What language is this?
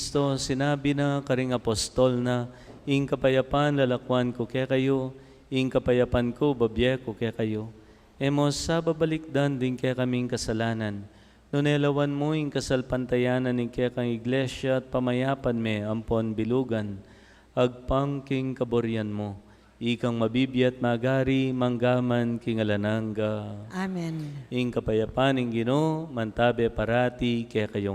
Pampanga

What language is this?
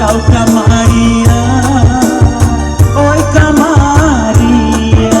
Minangkabau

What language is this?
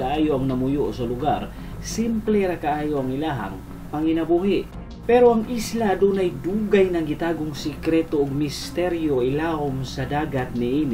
Cebuano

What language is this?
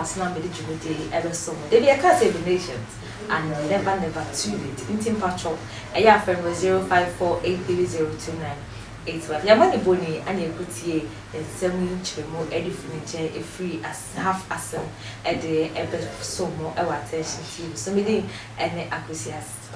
Akan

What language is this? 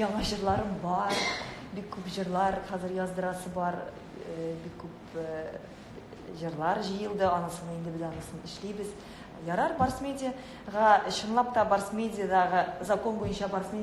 Tatar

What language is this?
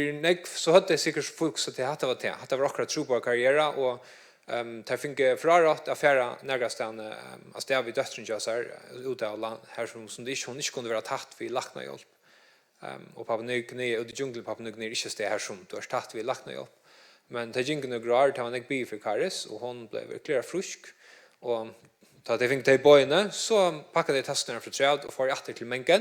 Faroese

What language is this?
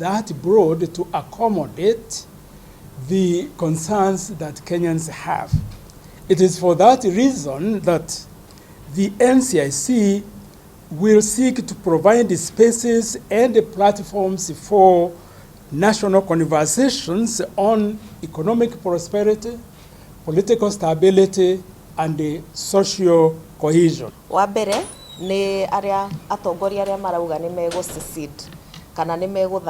Kikuyu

